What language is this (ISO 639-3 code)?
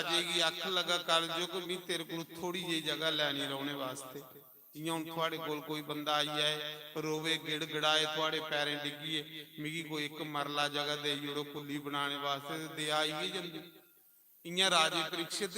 doi